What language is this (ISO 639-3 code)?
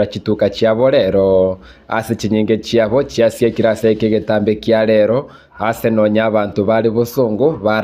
guz